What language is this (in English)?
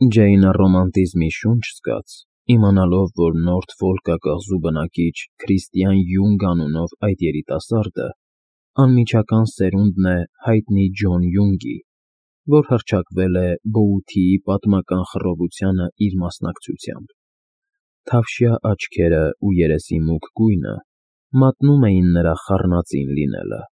Armenian